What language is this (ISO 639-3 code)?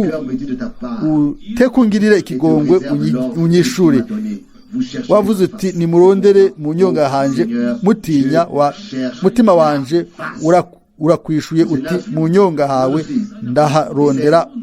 run